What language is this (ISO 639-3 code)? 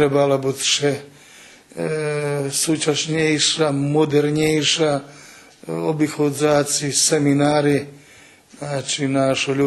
rue